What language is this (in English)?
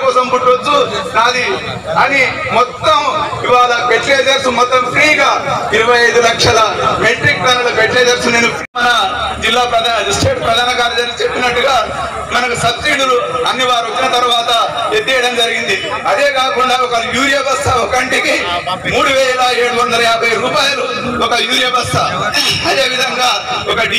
Telugu